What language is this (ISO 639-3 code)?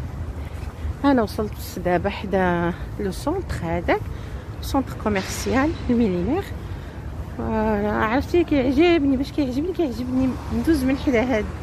ary